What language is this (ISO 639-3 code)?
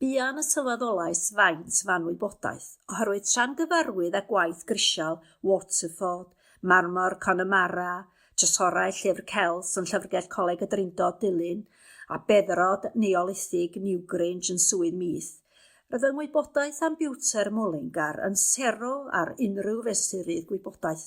cym